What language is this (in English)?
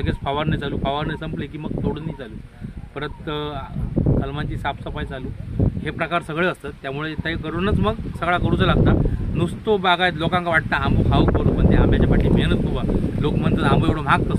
Marathi